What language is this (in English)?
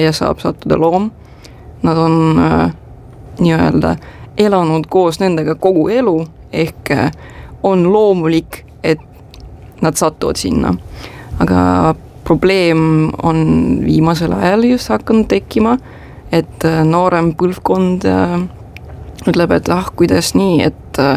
Estonian